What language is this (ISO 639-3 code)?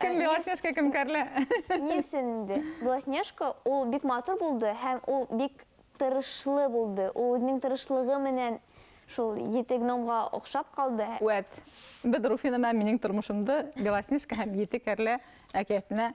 bak